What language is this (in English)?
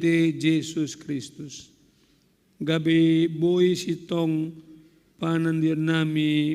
Batak Simalungun